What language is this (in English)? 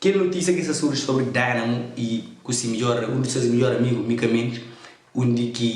Kabuverdianu